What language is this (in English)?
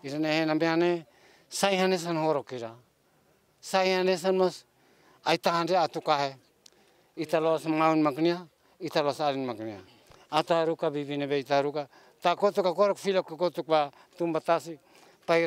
Tetum